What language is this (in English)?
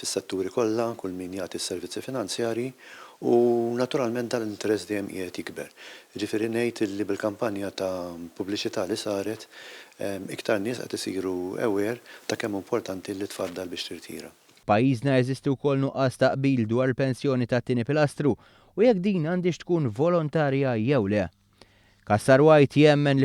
Maltese